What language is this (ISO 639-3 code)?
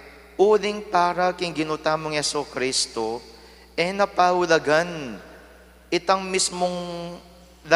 pam